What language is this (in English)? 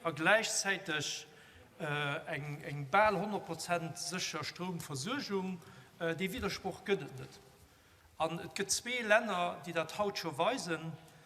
Luxembourgish